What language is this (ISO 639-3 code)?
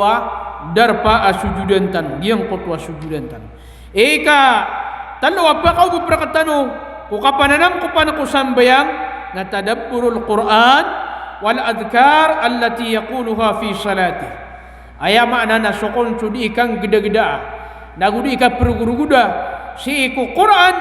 mrw